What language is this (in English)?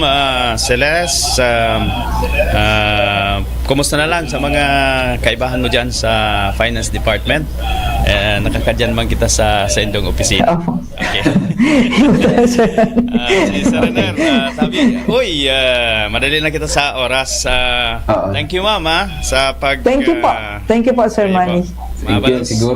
Bikol